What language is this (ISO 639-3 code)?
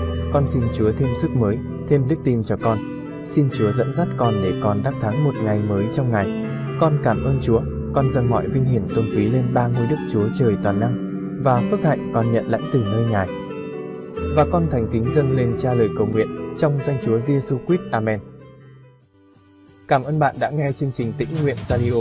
vie